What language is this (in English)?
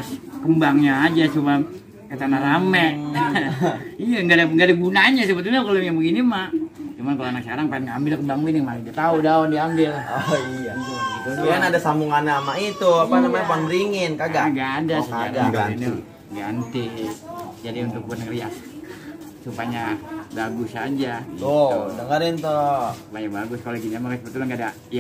Betawi